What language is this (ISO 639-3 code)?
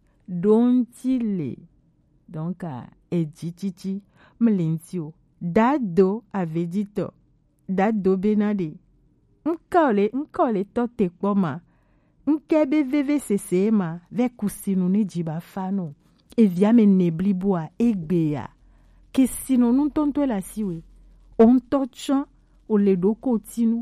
gej